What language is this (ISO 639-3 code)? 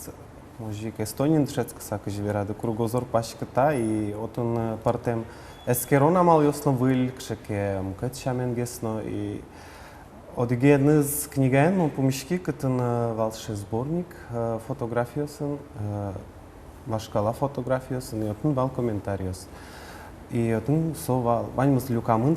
udm